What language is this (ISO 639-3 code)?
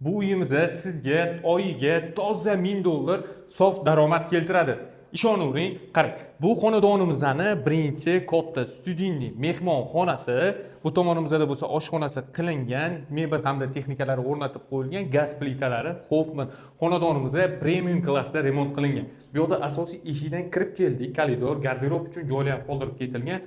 uzb